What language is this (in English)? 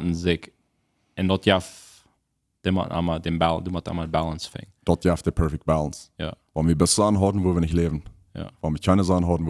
Plautdietsch